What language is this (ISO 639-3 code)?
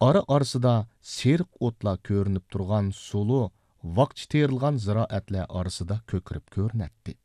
uig